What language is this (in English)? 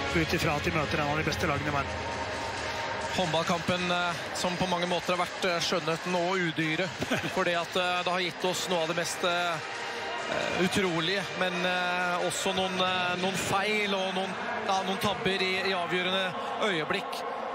Norwegian